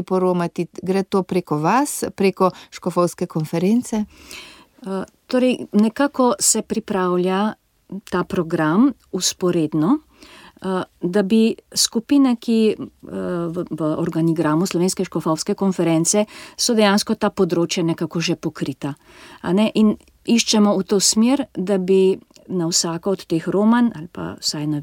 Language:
Slovenian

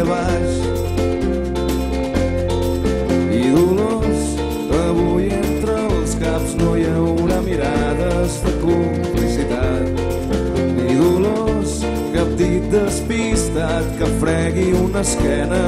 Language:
Catalan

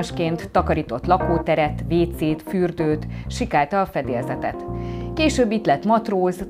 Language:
Hungarian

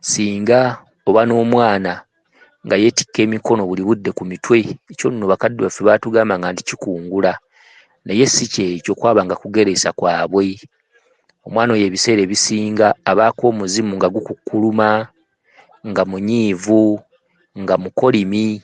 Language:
Ganda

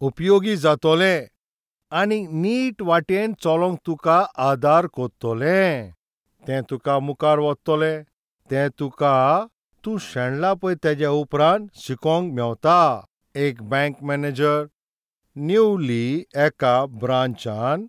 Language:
Konkani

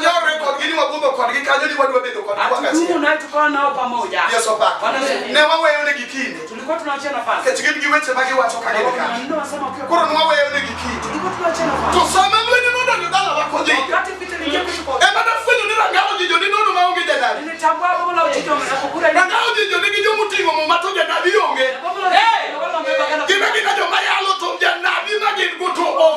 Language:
Luo (Kenya and Tanzania)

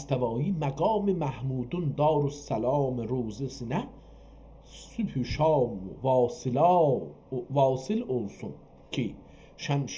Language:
South Azerbaijani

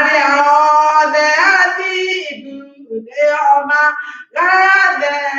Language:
Kikuyu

